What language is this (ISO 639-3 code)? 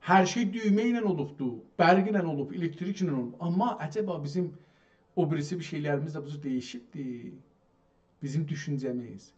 azb